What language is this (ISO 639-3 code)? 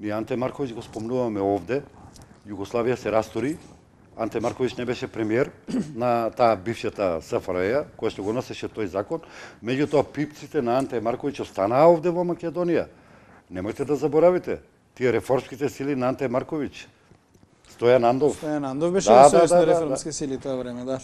mkd